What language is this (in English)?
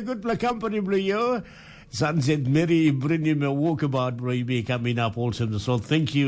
Tok Pisin